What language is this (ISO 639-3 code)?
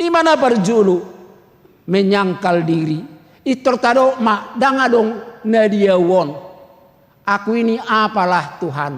bbc